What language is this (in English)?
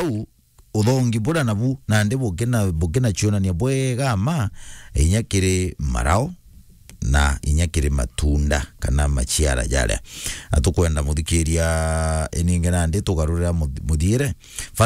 Meru